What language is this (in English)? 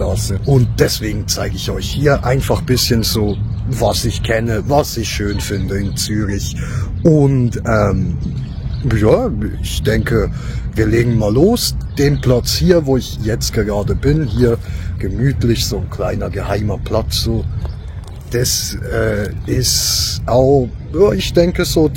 Swiss German